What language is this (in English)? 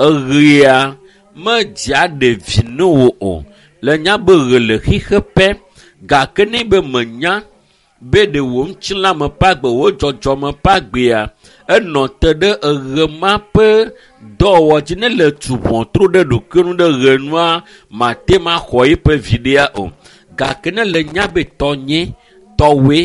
Ewe